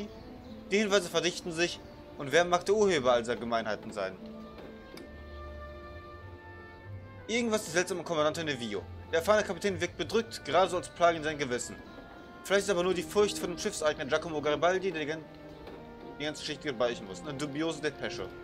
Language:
German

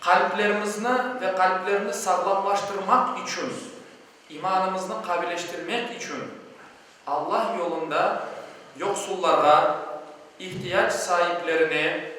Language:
Crimean Tatar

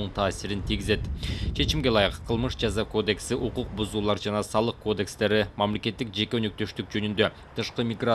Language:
Kyrgyz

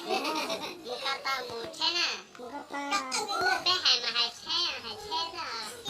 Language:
Hmong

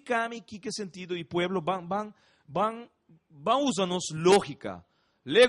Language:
Papiamento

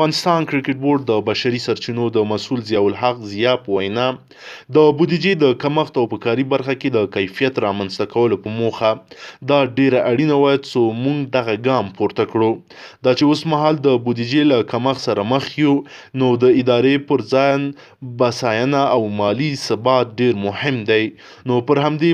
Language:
Pashto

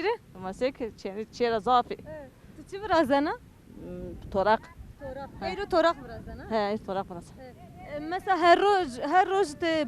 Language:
Zaza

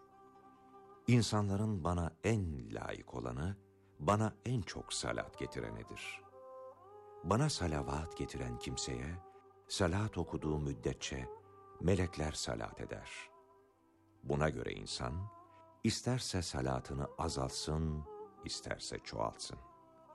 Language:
Turkish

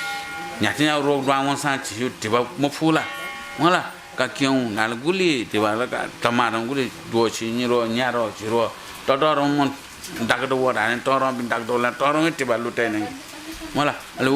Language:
Newari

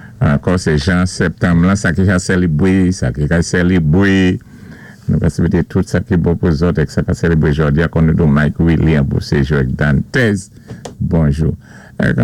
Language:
Saint Lucian Creole French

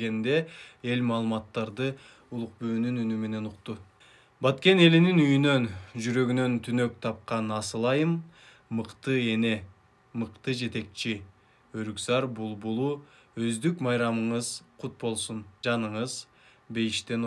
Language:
Kyrgyz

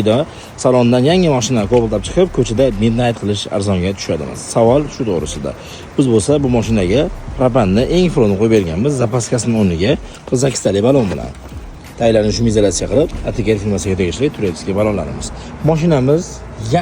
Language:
Uzbek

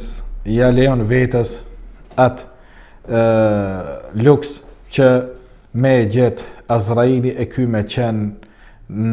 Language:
Albanian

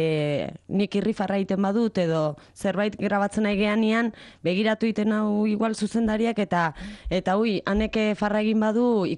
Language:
Basque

